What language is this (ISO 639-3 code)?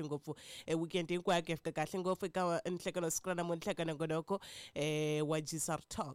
tso